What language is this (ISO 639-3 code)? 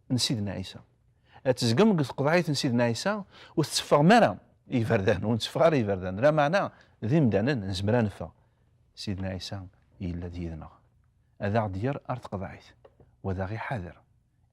kab